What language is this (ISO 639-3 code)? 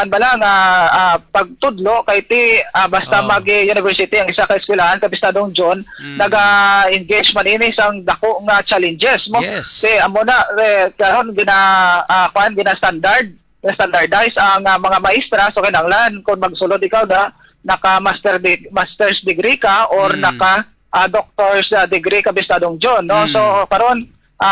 hil